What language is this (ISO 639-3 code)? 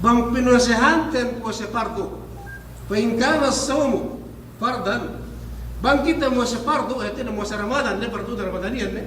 yka